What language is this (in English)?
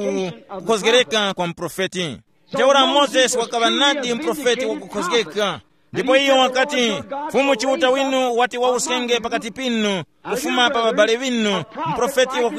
Tumbuka